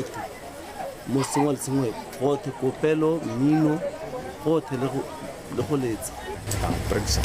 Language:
Tswana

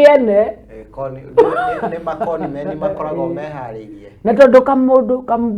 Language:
Kikuyu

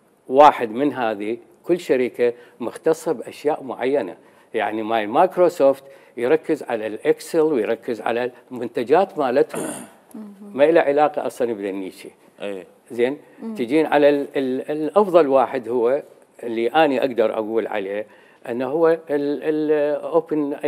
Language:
Mesopotamian Arabic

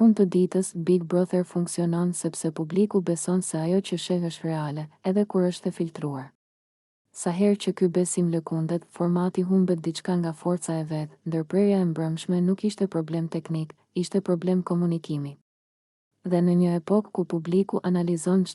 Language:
Albanian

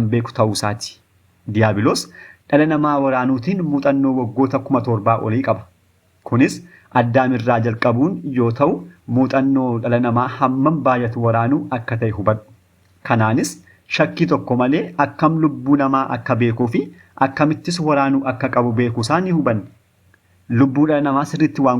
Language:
Oromo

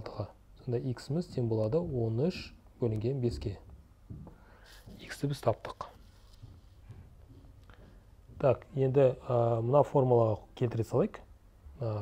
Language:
Kazakh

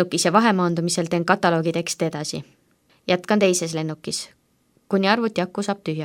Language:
Estonian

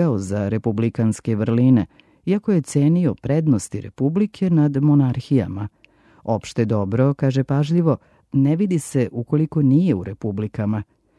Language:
Serbian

